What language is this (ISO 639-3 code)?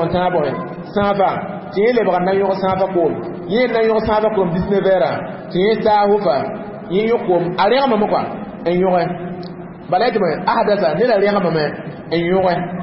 mos